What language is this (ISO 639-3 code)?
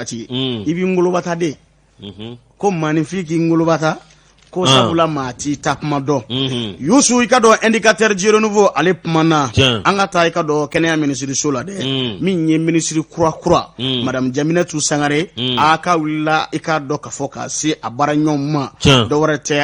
bam